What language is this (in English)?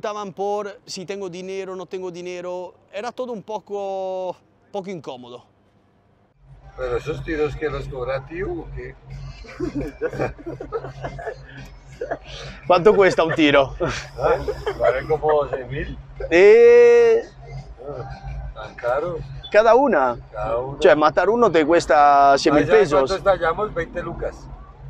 Spanish